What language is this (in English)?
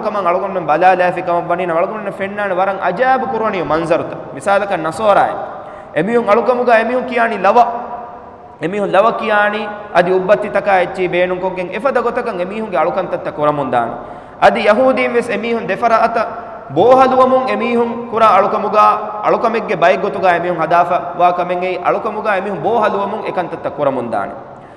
Divehi